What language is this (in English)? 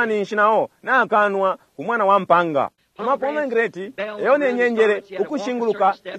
Bemba